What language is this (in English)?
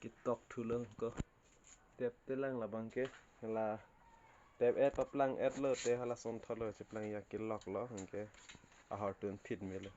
Karbi